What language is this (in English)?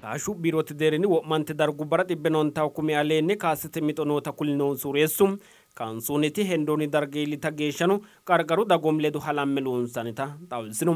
Sidamo